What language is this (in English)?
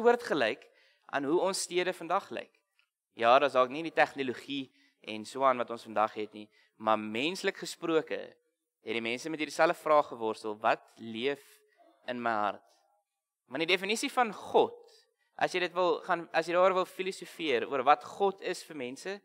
Afrikaans